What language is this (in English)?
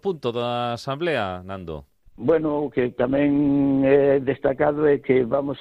Galician